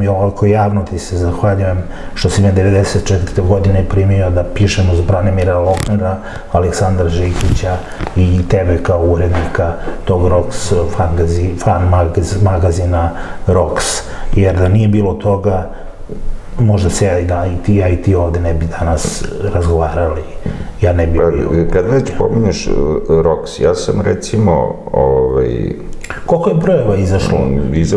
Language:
Serbian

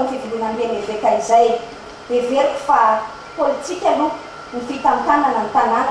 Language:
Malagasy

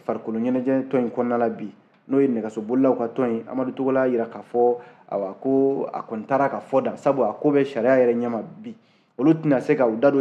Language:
Bambara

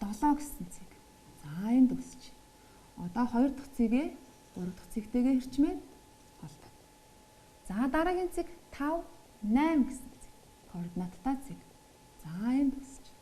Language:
Mongolian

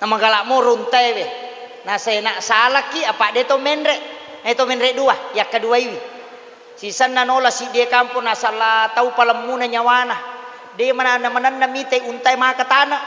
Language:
Buginese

